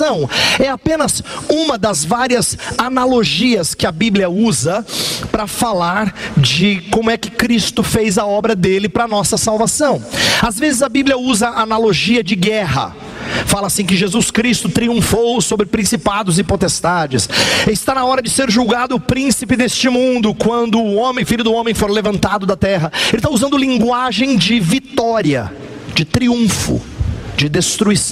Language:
Portuguese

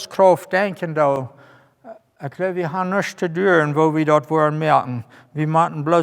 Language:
Plautdietsch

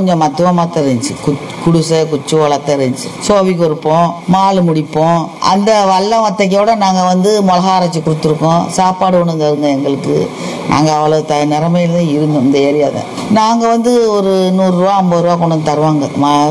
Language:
Tamil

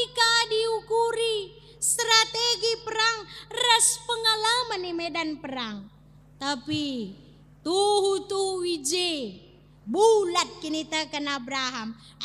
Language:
Batak Karo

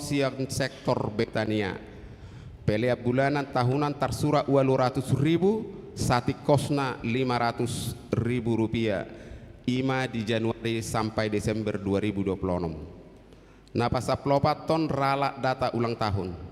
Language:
Batak Toba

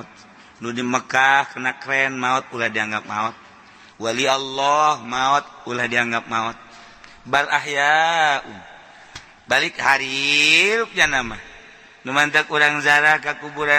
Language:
Sundanese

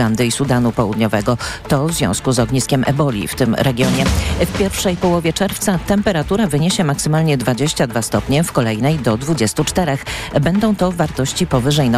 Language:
Polish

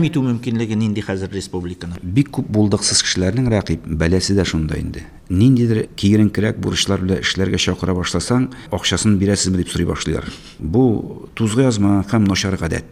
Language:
Tatar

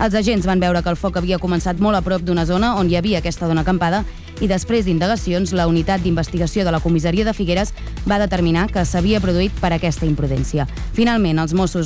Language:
Catalan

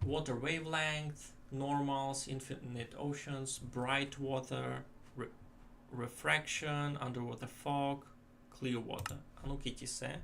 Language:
Rusyn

